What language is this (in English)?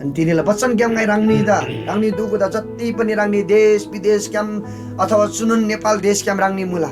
Eastern Tamang